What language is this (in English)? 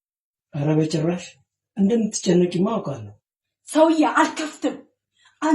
Amharic